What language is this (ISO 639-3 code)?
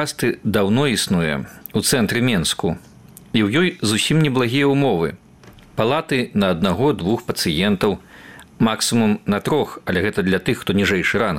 bel